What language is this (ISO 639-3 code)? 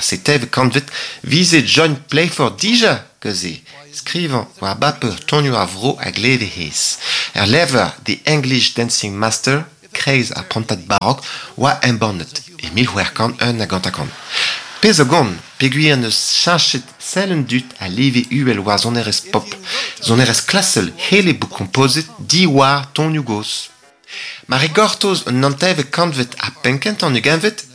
bre